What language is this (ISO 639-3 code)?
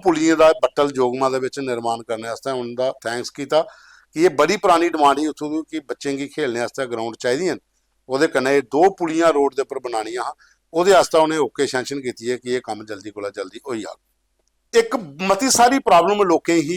doi